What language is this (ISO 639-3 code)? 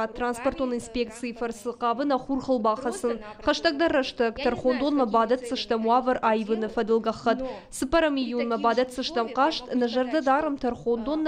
oss